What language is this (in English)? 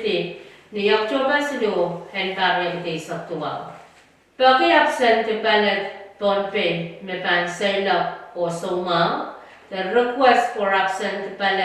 Pohnpeian